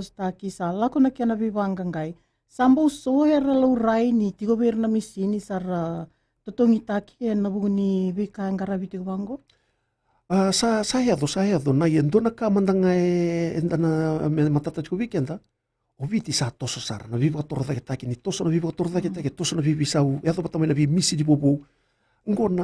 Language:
Fijian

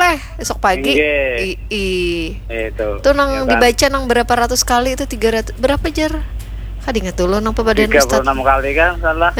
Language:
Banjar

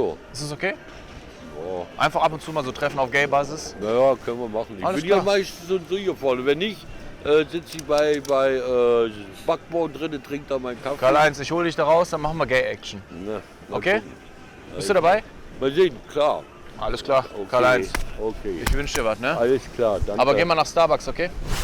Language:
Swiss German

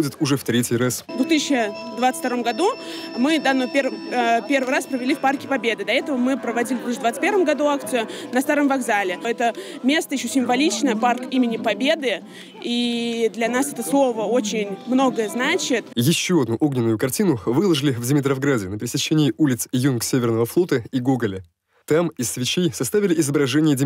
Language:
Russian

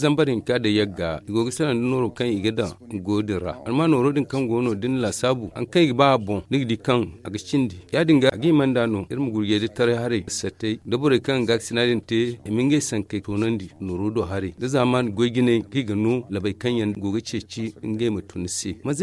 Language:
Zarma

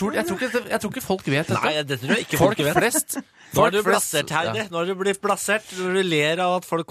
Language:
Norwegian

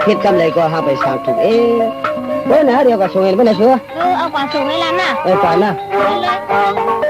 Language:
Shan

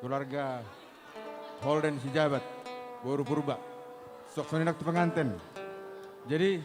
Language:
Batak Simalungun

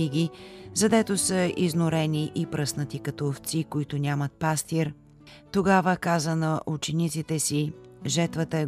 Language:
Bulgarian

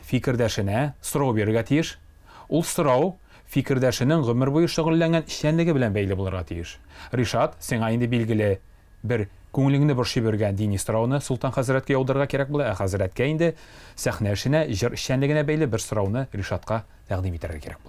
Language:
Tatar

